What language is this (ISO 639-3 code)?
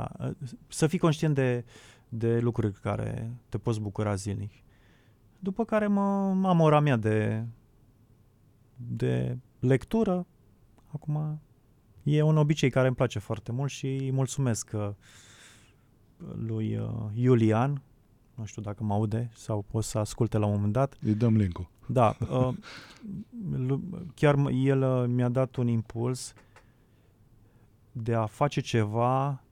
ron